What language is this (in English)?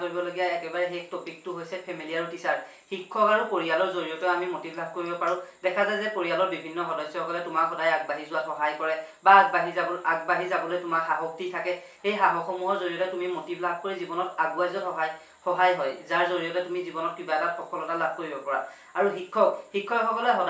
Assamese